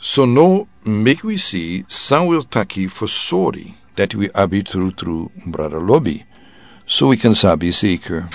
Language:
Sranan Tongo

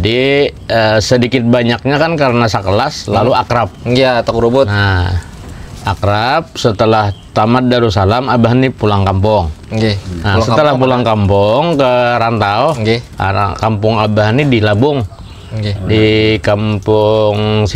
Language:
Banjar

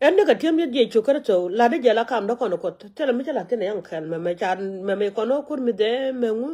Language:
Nuer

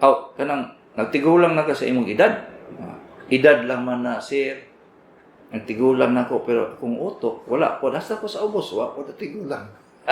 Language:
Cebuano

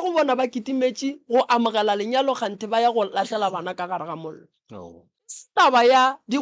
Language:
Northern Sotho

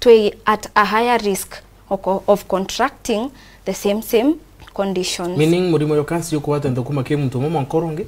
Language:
Meru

